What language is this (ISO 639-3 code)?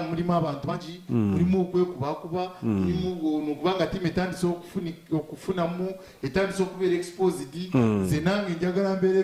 nyn